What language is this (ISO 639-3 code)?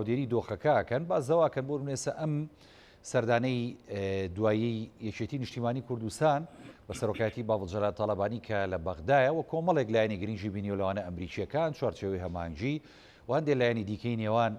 ckb